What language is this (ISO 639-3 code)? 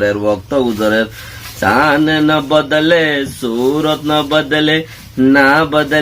rhg